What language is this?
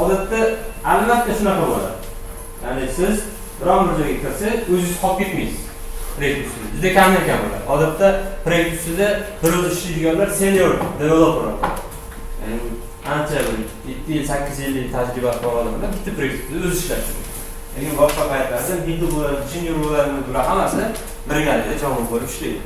Uzbek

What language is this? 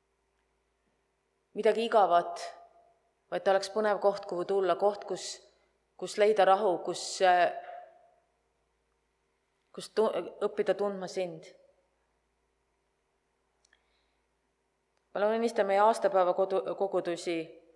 Estonian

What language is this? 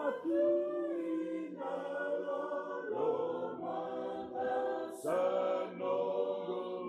Fijian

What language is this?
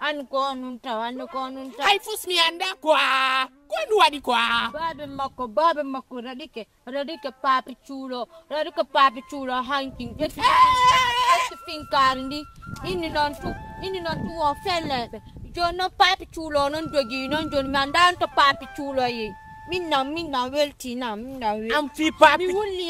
Fula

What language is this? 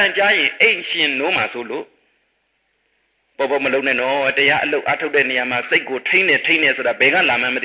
Burmese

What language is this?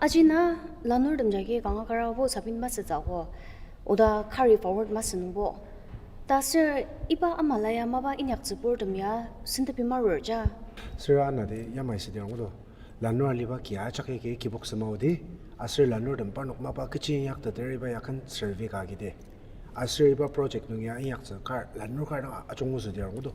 Ao Naga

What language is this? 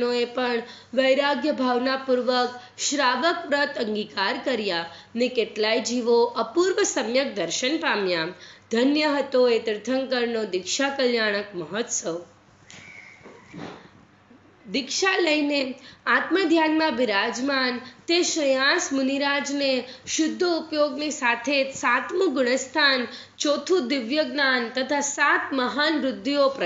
Gujarati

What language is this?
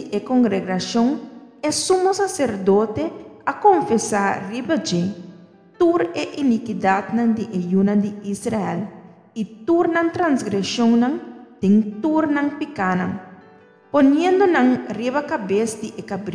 Papiamento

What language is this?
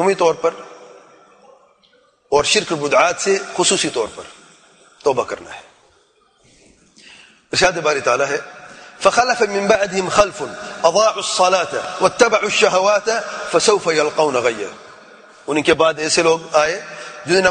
Urdu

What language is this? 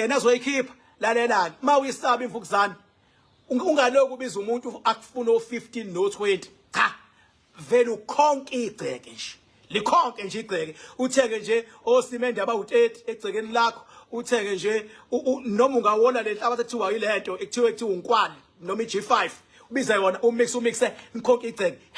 Zulu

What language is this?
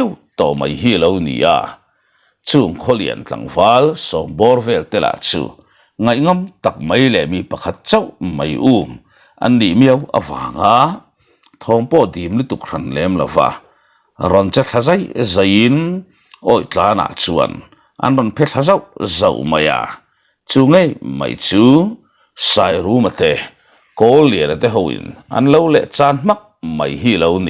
Mizo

